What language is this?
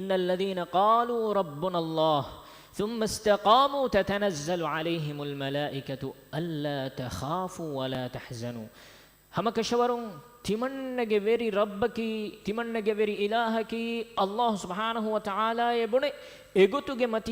Divehi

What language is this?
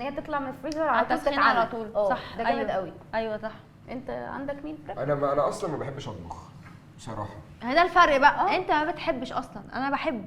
Egyptian Arabic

